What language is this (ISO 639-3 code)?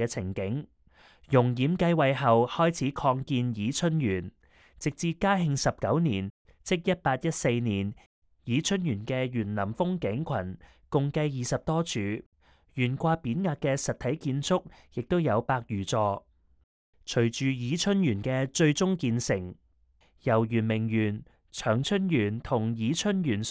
yue